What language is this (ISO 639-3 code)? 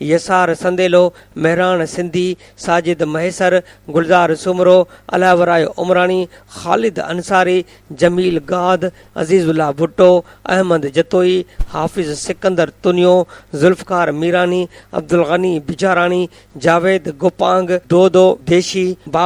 snd